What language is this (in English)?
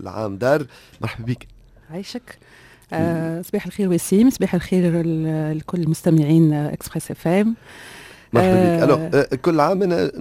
Tunisian Arabic